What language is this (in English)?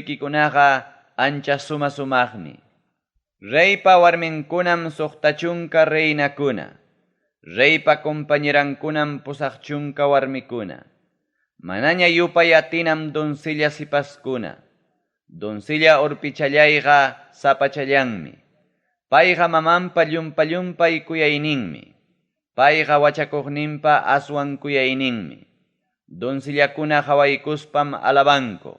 Ayacucho Quechua